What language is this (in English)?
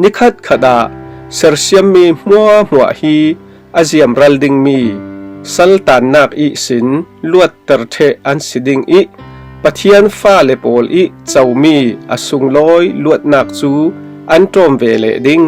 Falam Chin